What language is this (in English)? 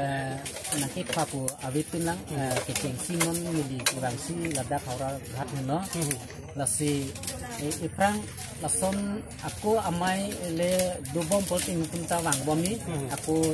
Karbi